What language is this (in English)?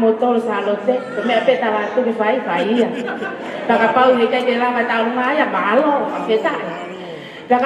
Tongan